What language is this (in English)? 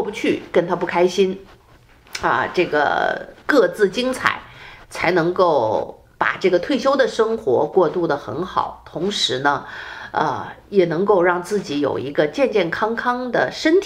Chinese